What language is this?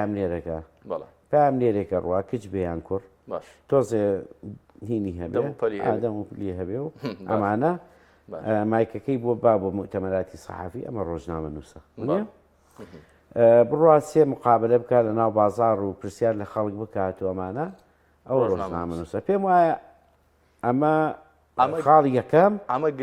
Central Kurdish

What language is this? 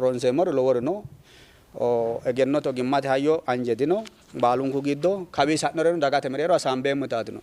Sidamo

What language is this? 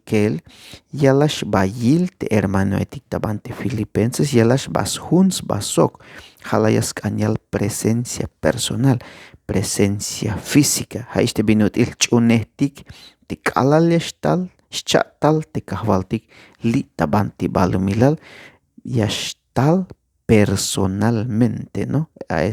Tzeltal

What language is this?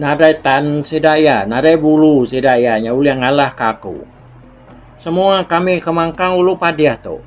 Iban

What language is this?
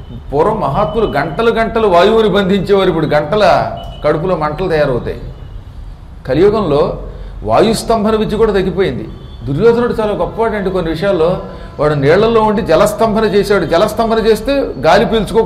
Telugu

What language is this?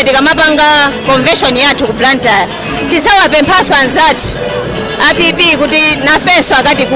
Nyanja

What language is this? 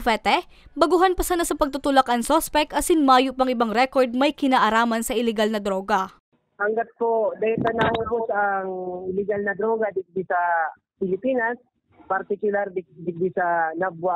Bikol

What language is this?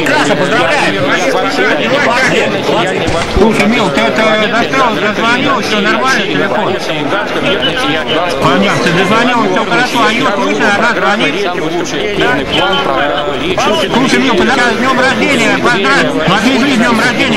Russian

